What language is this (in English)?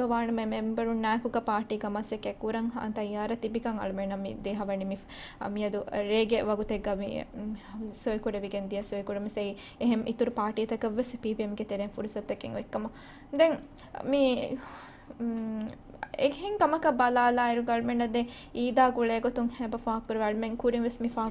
Divehi